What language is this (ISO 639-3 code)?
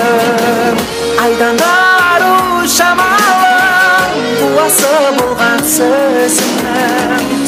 kaa